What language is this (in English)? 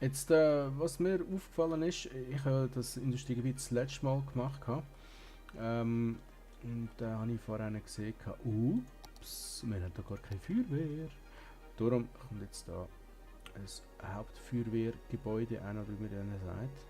Swiss German